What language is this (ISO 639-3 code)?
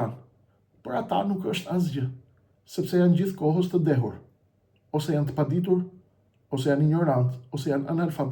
sqi